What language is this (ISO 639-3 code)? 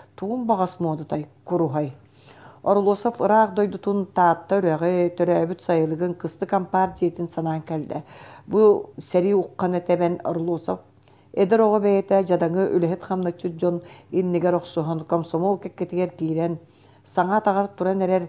sah